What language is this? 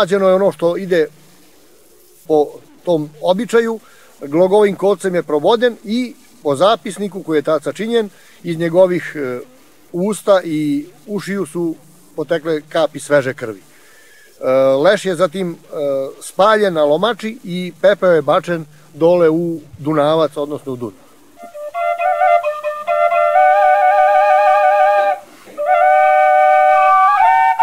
Serbian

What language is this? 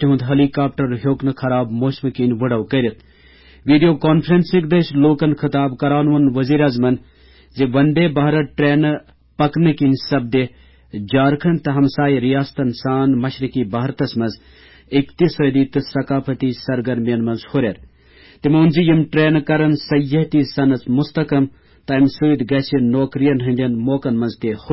Kashmiri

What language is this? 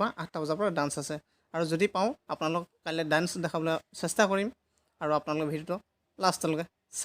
Assamese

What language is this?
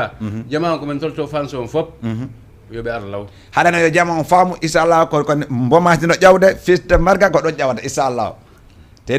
Fula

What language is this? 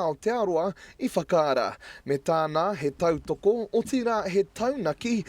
Māori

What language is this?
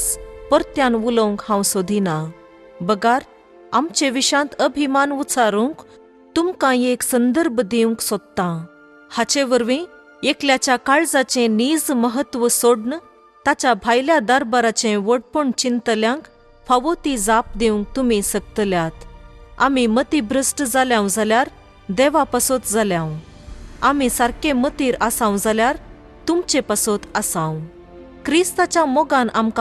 Konkani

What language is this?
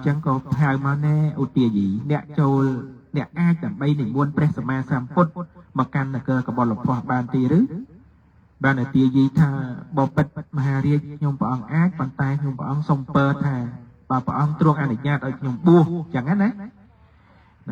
Khmer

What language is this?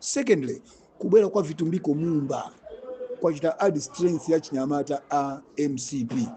Nyanja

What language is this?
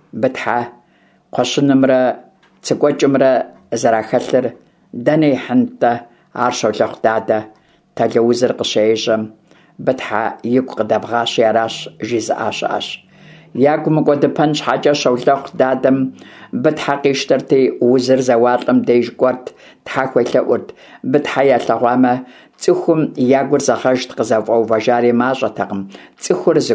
Kabardian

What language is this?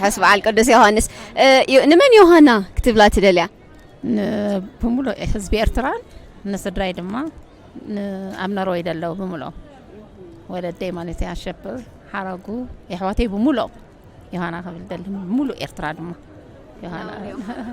Tigrinya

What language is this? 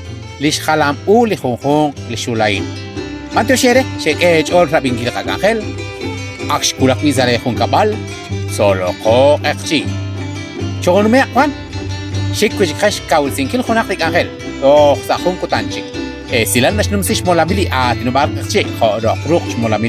Kekchí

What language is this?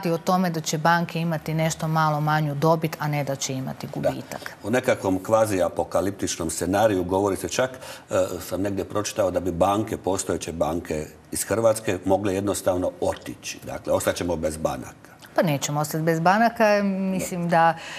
Croatian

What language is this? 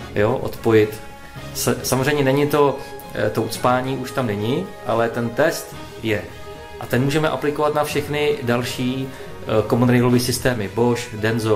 Czech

